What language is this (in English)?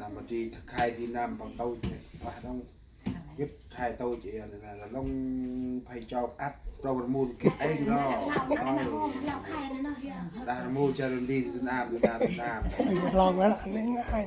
Central Mnong